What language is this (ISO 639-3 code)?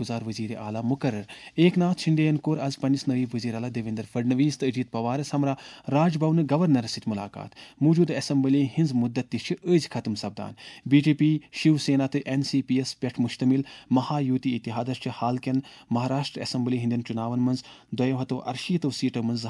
kas